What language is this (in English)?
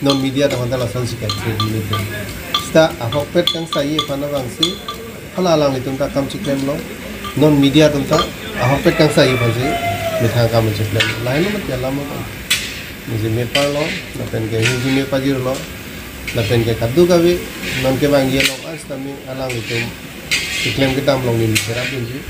Karbi